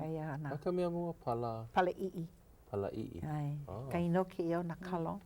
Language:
Hawaiian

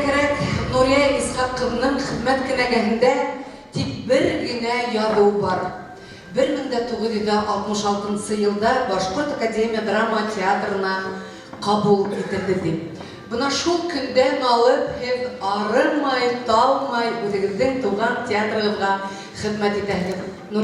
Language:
Bashkir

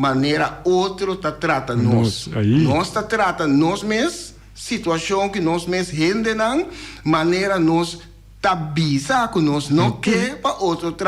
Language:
Papiamento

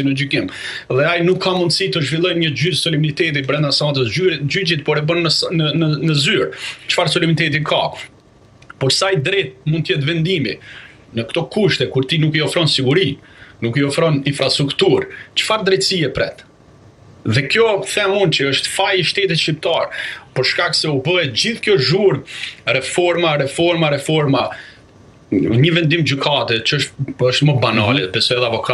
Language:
Albanian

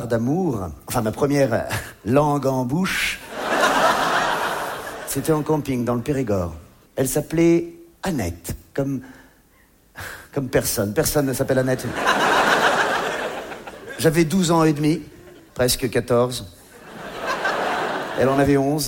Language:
French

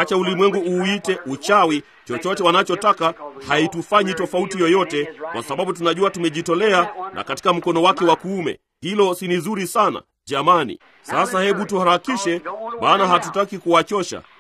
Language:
Swahili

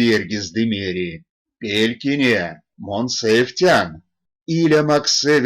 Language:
Erzya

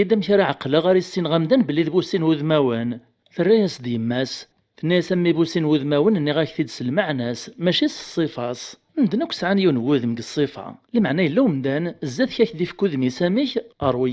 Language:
Kabyle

